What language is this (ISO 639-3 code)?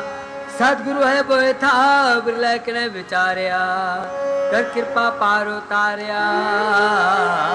pan